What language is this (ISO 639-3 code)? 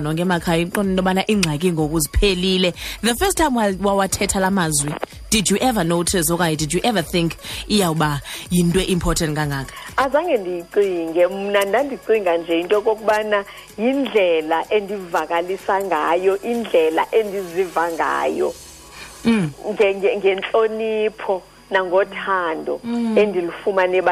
xho